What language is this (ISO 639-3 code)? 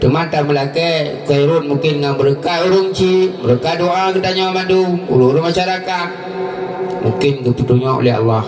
ace